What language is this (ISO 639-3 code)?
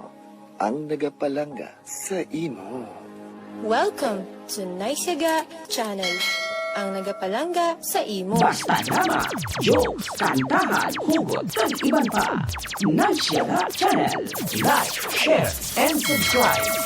hil